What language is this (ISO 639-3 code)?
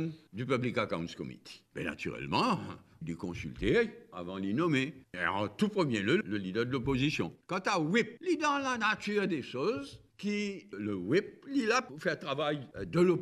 mfe